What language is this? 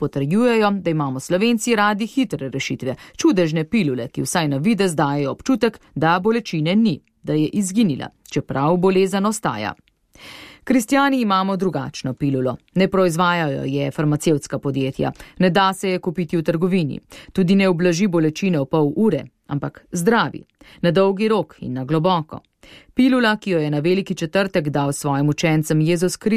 Slovenian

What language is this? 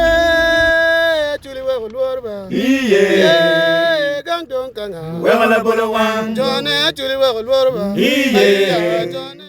Acoli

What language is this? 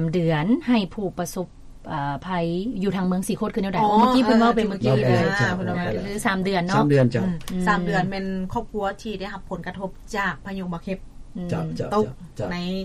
Lao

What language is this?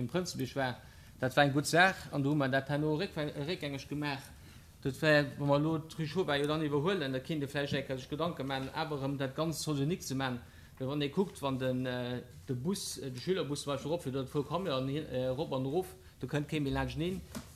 Luxembourgish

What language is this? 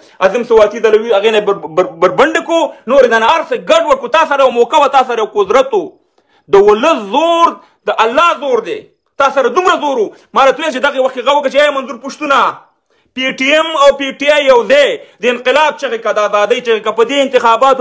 Pashto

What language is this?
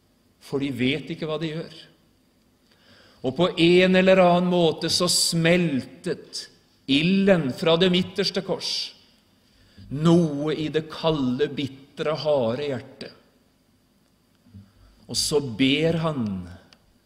Norwegian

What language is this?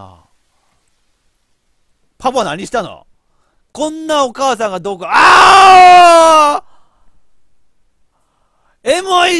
Japanese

